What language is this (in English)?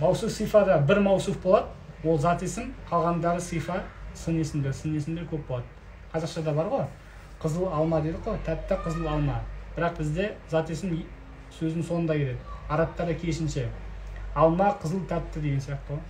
Kazakh